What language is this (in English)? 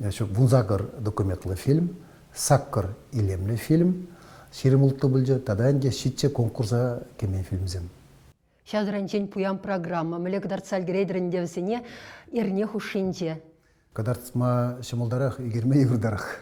Chuvash